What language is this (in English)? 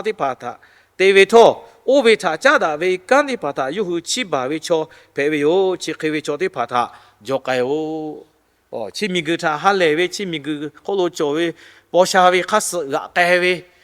Lahu